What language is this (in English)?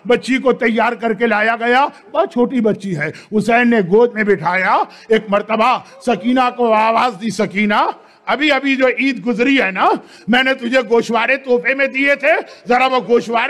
Urdu